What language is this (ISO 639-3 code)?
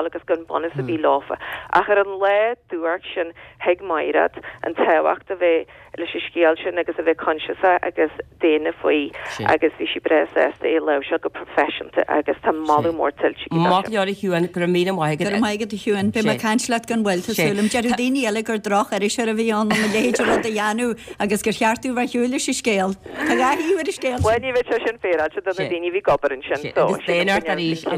gle